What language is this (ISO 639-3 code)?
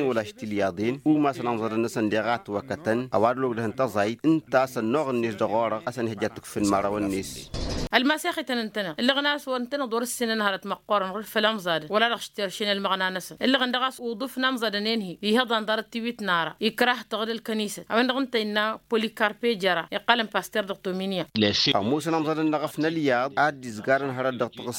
taq